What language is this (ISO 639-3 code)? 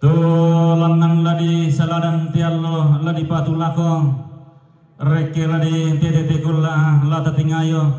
sda